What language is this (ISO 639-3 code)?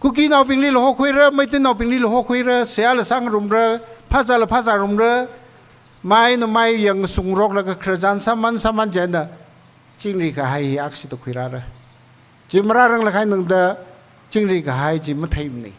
nmf